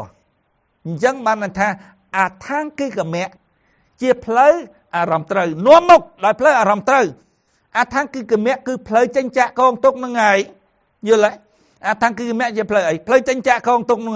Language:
Khmer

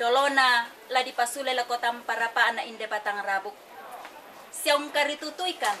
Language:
Toraja-Sa'dan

